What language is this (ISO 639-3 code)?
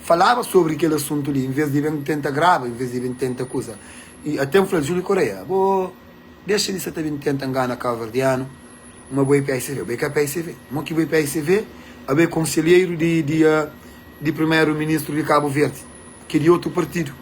kea